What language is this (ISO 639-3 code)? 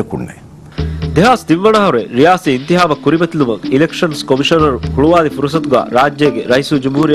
div